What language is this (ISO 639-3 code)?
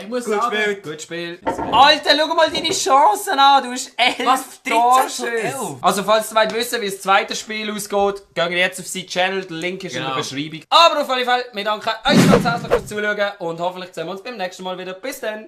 gsw